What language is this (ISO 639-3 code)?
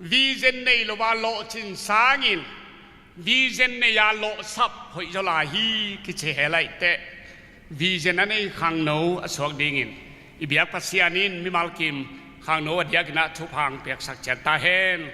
ctd